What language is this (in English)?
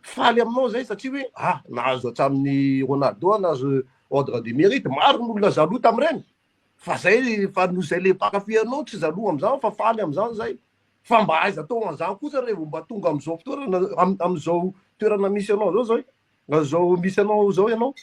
Malagasy